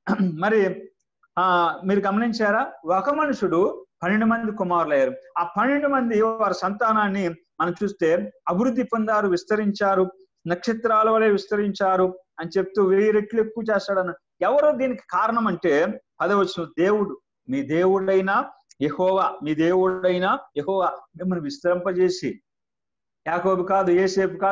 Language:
Telugu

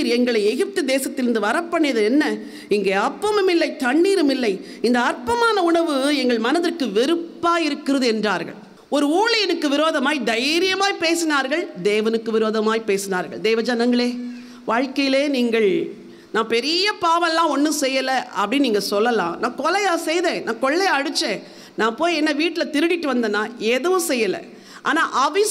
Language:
Tamil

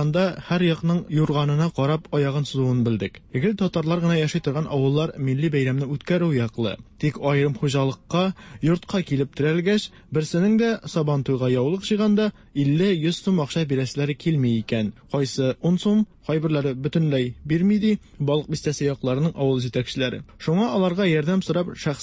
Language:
Tatar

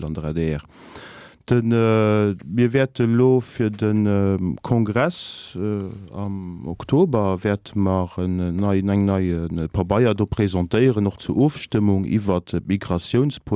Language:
Luxembourgish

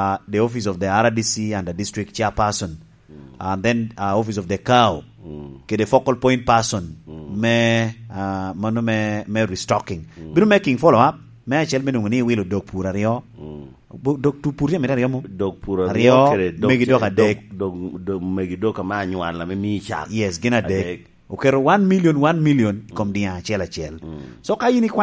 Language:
Lango (Uganda)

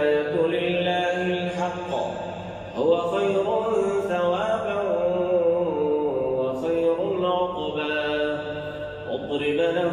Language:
Arabic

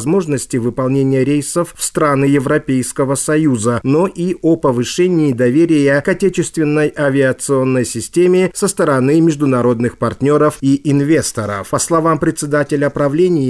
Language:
Russian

